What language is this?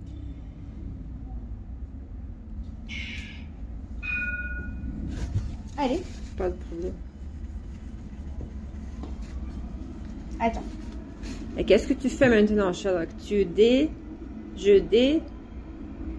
French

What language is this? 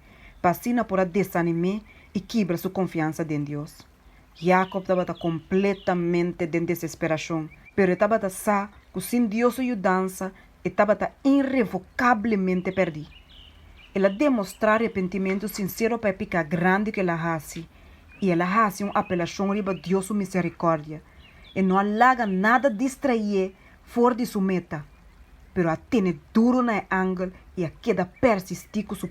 Papiamento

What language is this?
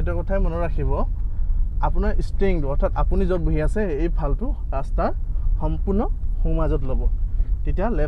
Assamese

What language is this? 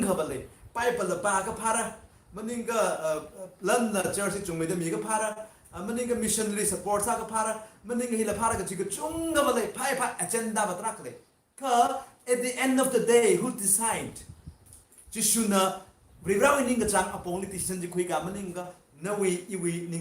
Tangkhul Naga (India)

